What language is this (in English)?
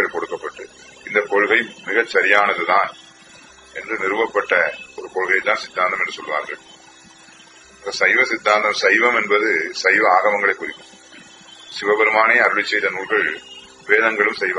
Tamil